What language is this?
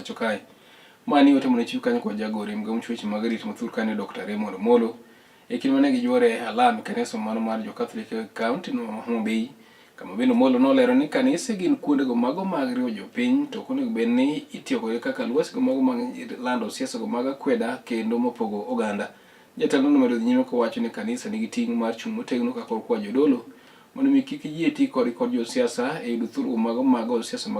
Luo (Kenya and Tanzania)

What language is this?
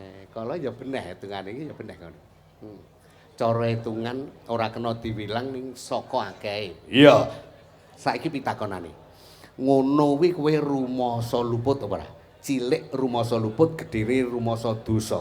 Javanese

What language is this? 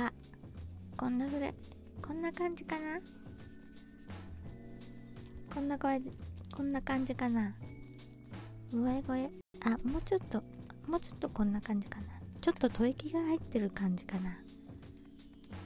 Japanese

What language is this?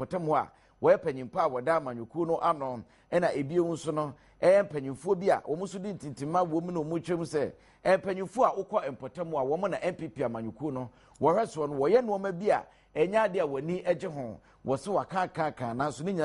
Akan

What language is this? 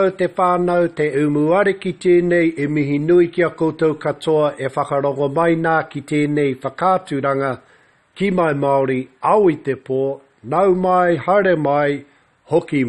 Māori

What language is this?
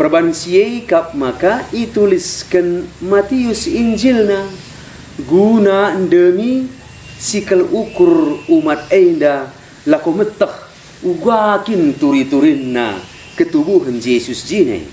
Batak Karo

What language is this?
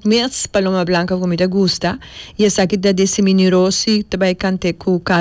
Papiamento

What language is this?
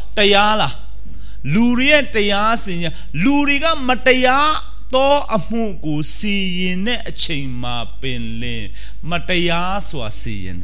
Burmese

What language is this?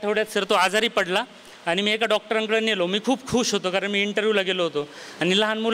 Marathi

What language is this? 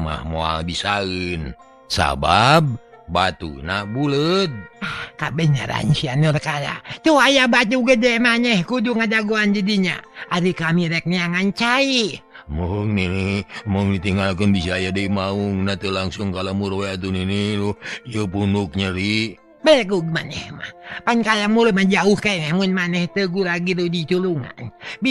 Sundanese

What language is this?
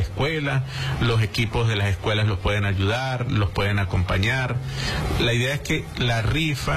Spanish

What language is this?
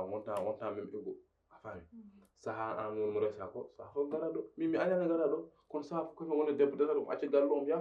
Fula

